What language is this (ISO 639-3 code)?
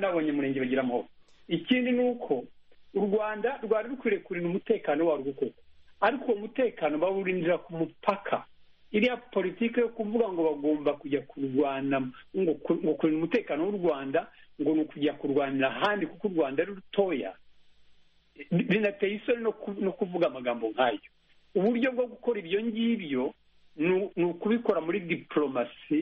kin